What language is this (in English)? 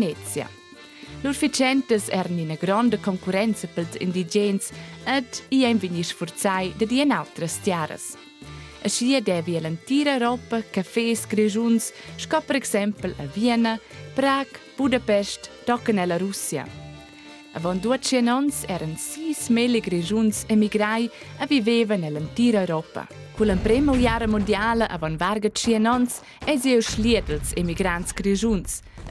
Romansh